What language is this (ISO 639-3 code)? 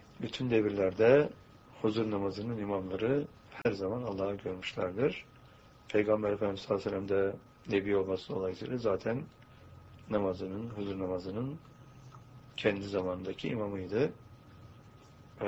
tur